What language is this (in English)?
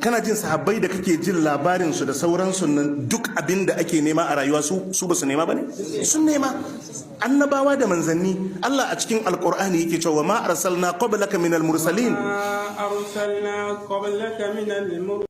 Hausa